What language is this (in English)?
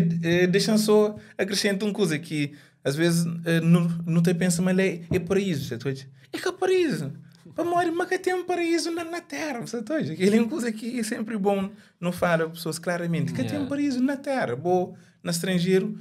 Kabuverdianu